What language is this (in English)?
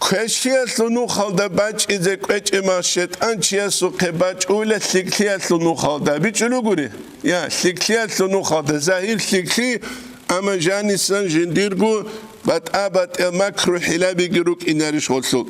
Avaric